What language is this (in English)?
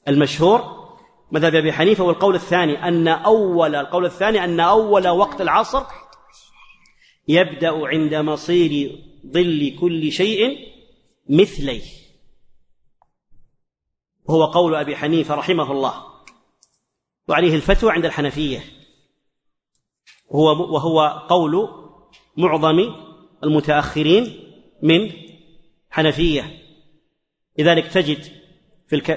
Arabic